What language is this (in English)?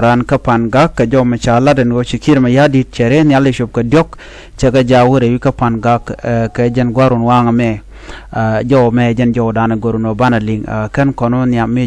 Nuer